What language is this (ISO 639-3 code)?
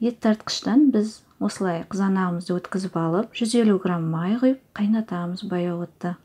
kaz